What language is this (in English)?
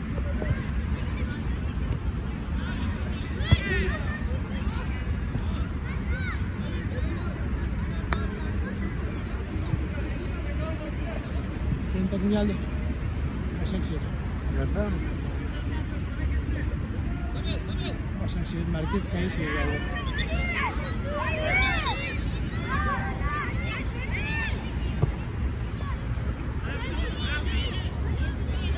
Turkish